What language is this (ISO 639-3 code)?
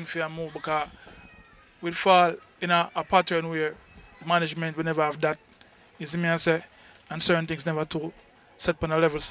jam